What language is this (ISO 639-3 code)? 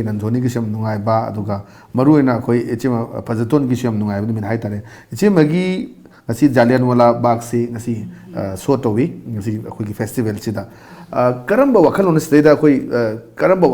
mni